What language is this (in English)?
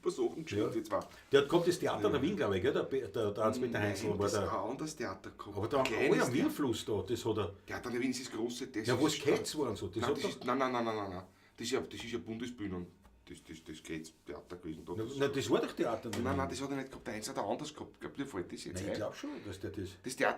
Bavarian